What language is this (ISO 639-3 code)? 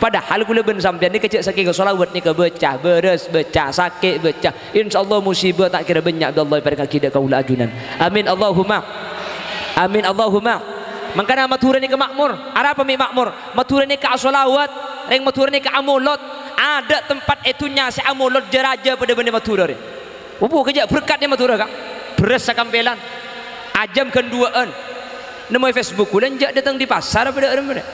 mad